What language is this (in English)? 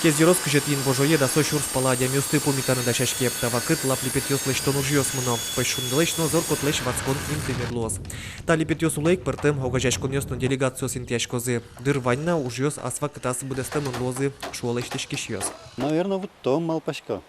Udmurt